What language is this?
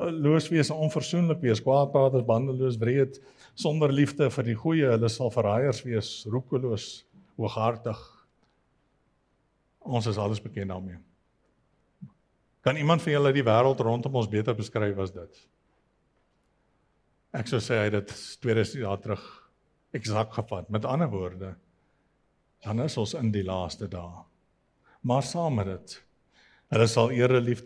Afrikaans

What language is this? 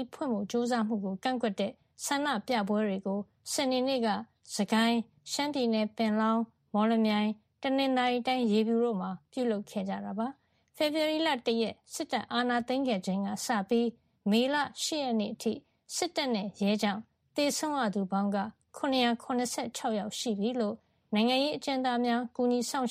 Burmese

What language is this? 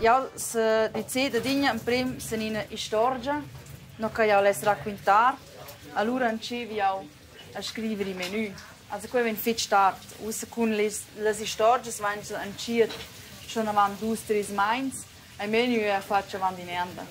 Romansh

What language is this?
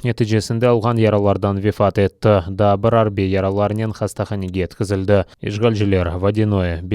Crimean Tatar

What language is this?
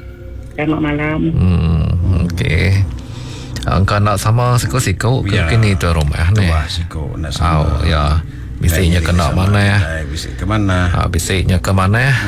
Malay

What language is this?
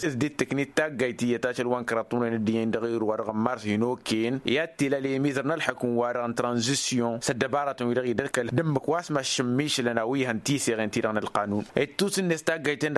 Tamasheq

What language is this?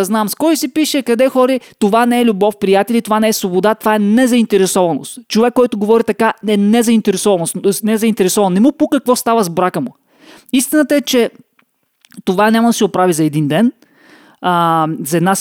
Bulgarian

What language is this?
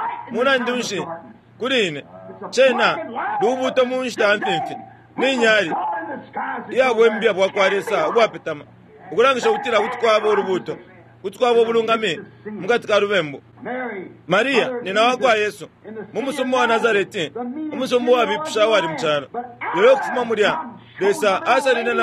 Bemba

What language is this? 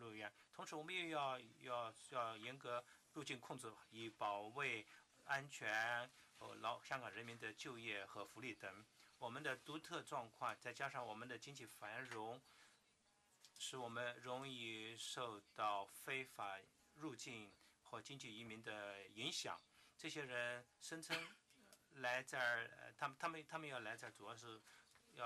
Chinese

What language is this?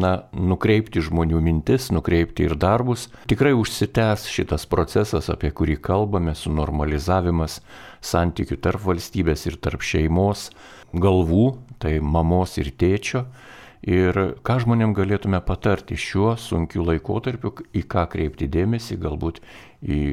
Lithuanian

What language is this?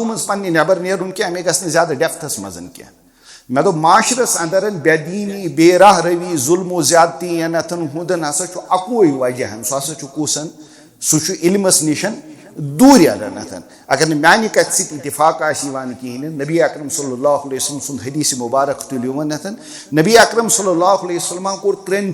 Kashmiri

